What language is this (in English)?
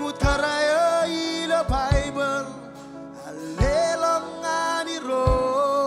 Marshallese